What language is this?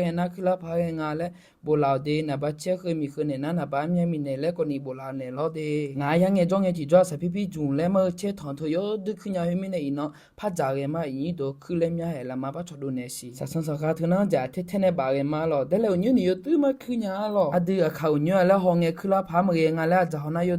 Akha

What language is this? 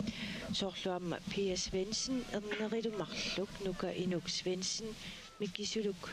Kalaallisut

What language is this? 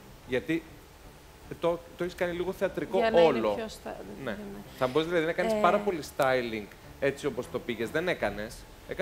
Greek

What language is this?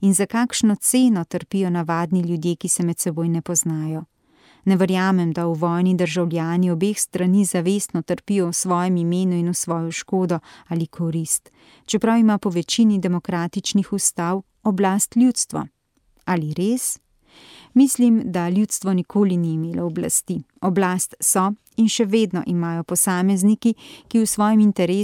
Slovenian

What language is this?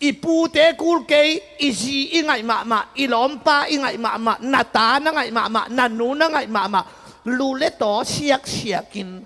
Tedim Chin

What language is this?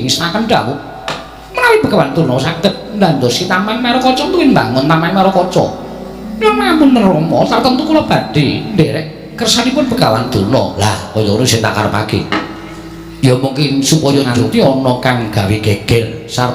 Javanese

